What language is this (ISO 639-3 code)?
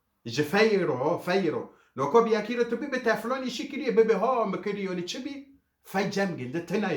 kur